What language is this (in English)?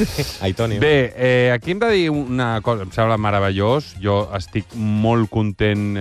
Catalan